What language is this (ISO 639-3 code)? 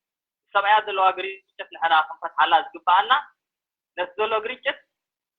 tir